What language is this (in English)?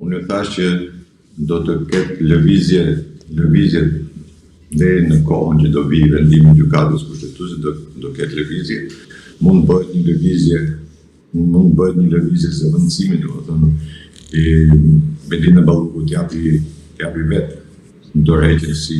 Albanian